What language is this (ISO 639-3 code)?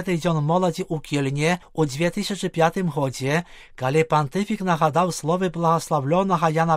bel